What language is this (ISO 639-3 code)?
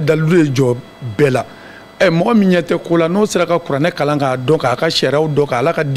bam